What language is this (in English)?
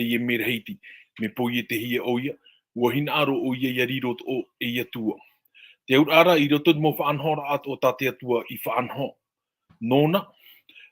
Tahitian